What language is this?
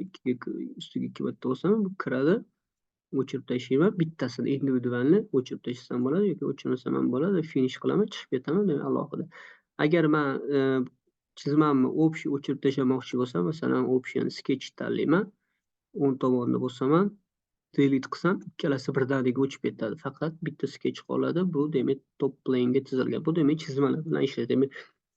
Uzbek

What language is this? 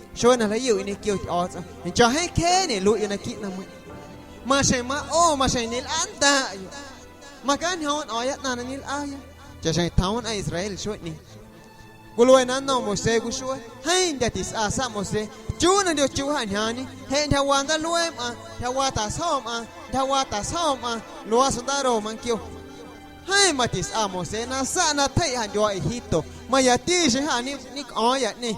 Guerrero Amuzgo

